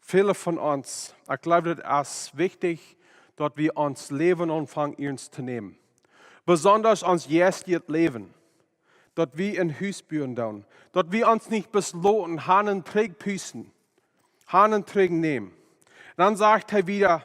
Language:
Plautdietsch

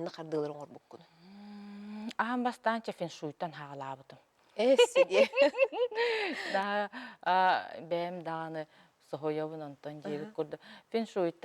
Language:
Yakut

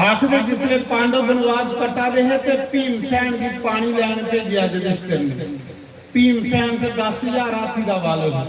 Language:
Dogri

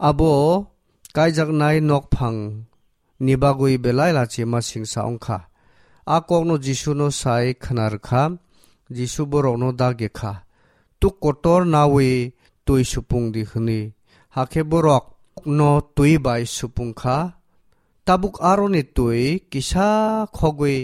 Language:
Kok Borok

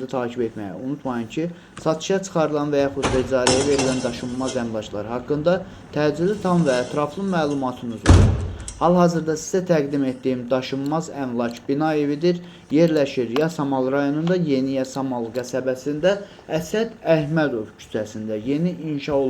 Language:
Azerbaijani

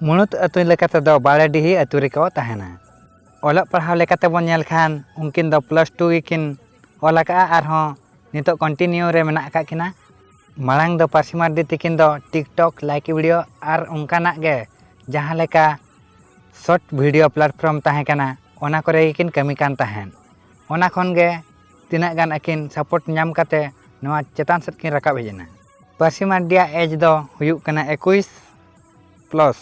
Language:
Santali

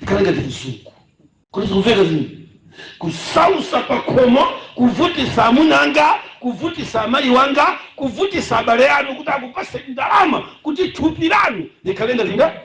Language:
Nyanja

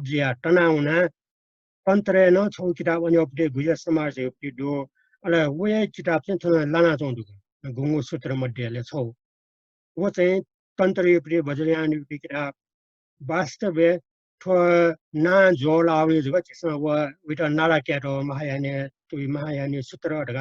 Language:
Newari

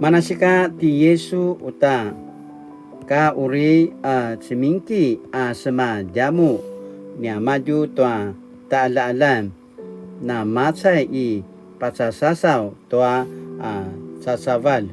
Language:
Paiwan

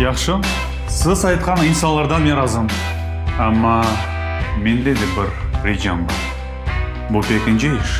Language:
Crimean Tatar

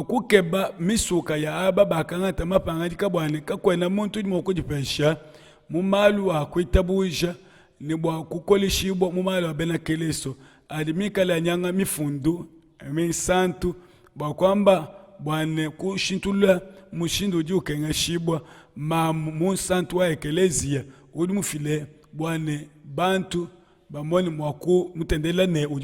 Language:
Luba-Lulua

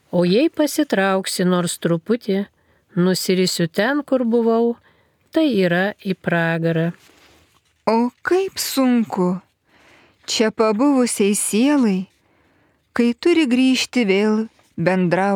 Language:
Lithuanian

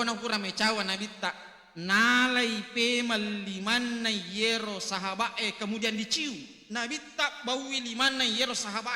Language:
Buginese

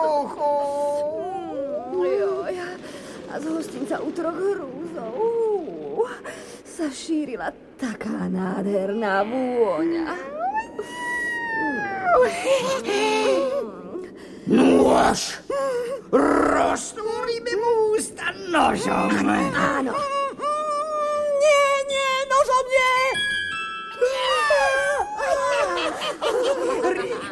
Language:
Slovak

